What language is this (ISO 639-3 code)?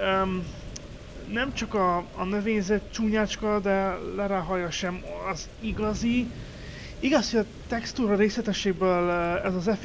hun